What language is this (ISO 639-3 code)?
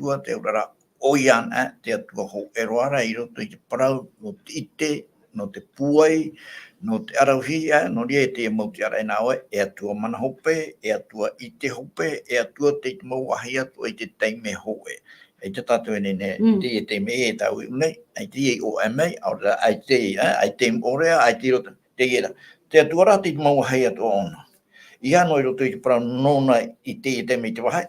tah